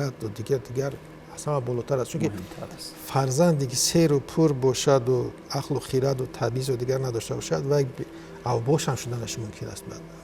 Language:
Tajik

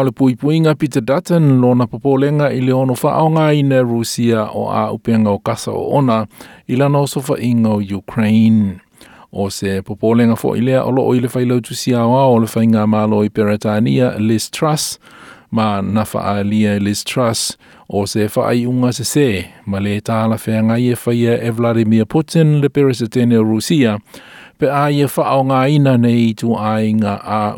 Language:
Samoan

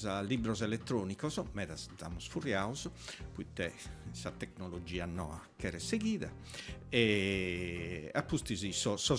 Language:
Sardinian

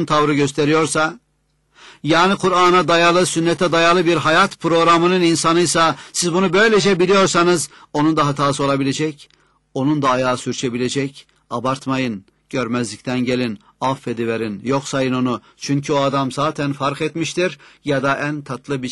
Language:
Turkish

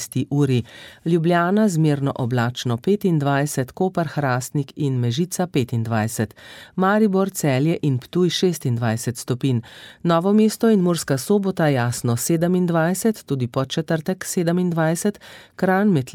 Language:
Slovenian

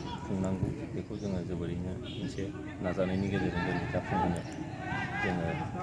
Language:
Bodo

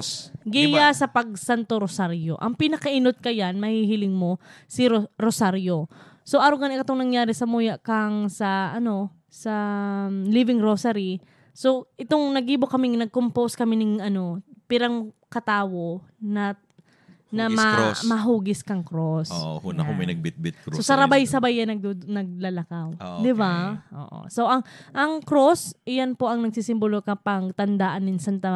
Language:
Bikol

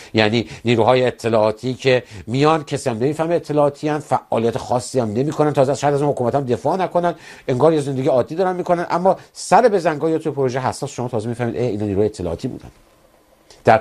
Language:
Persian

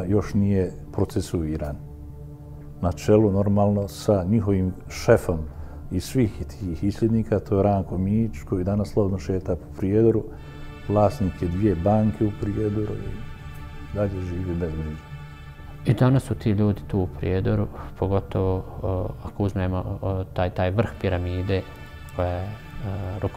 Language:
Bosnian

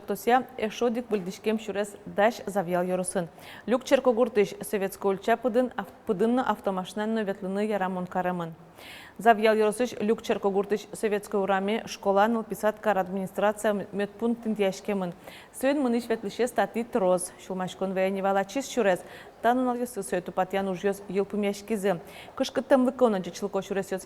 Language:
Udmurt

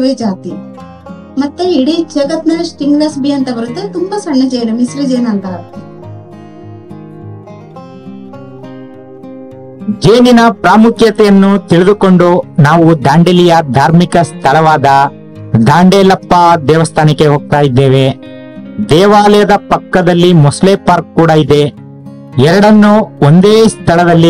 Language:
Kannada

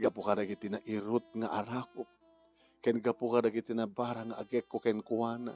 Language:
Iloko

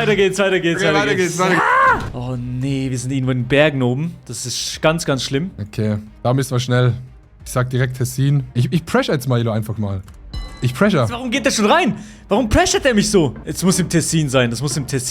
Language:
Swiss German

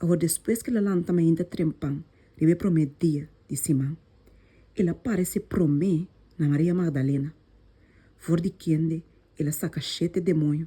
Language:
Papiamento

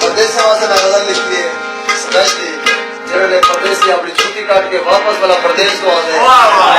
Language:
Saraiki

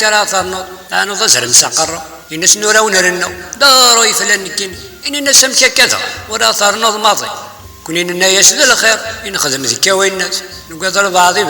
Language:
Kabyle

